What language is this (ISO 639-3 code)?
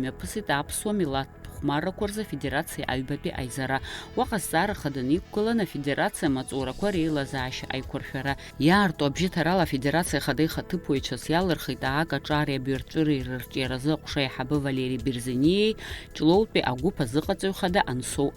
abk